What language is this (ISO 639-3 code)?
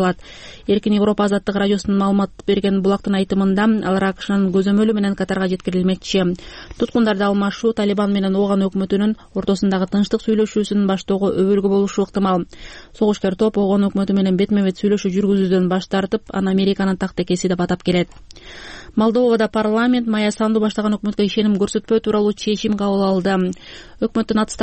kir